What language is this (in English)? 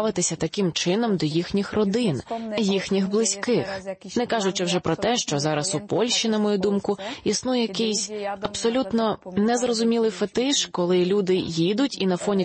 Ukrainian